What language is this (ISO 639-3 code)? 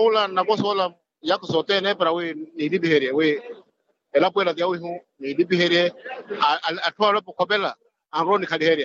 vmw